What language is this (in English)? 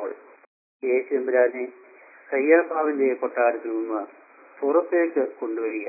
Malayalam